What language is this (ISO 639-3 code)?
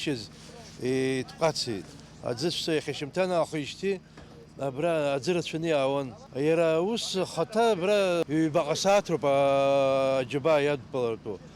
abk